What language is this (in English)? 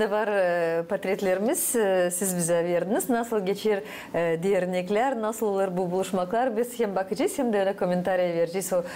Gagauz